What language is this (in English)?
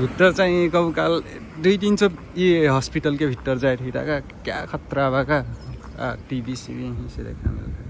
Nepali